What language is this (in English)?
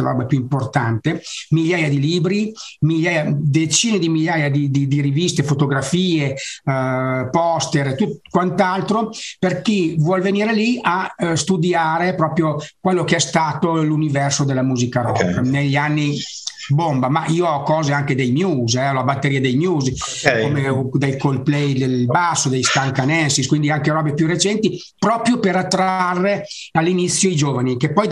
Italian